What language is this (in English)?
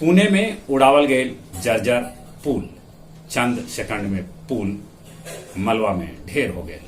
Magahi